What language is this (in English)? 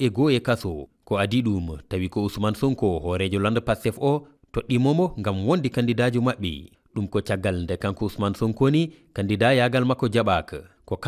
Fula